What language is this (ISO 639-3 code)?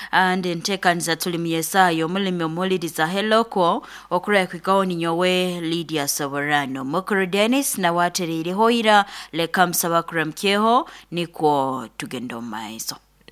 nyo